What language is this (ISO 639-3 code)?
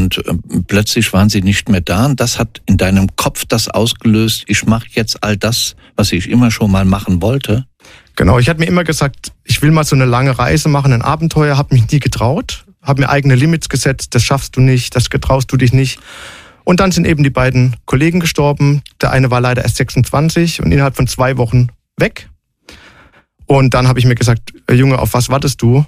deu